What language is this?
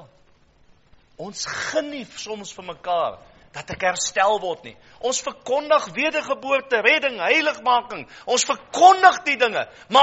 Afrikaans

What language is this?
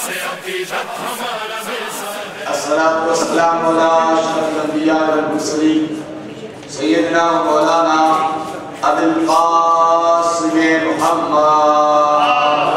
Urdu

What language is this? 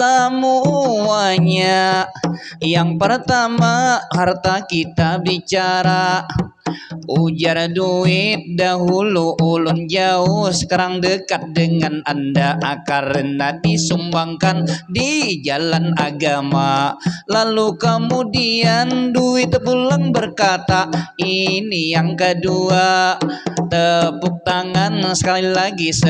Banjar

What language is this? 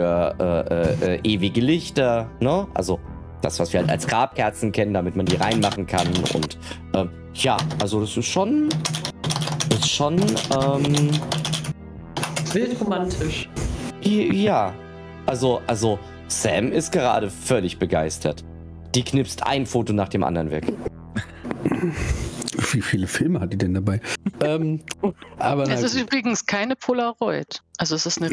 German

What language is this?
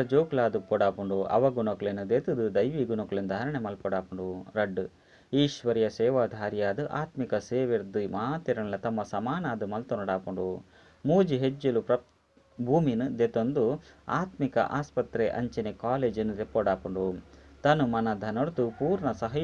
Tulu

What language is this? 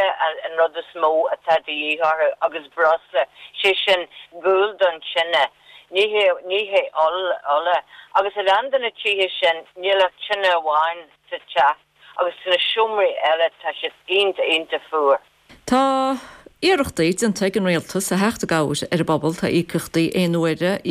Irish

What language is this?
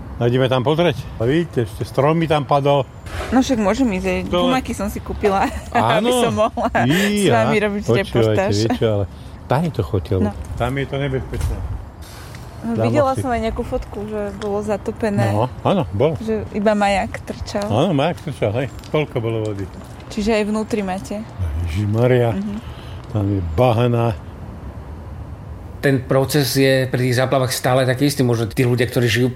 Slovak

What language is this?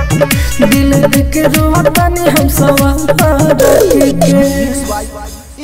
Bhojpuri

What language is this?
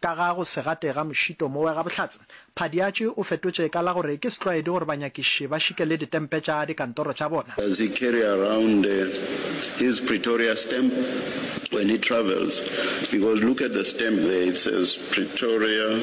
Northern Sotho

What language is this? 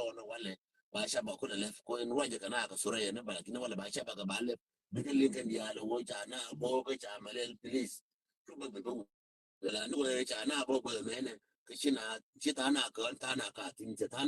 Nuer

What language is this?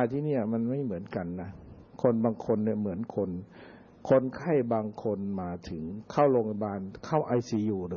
Thai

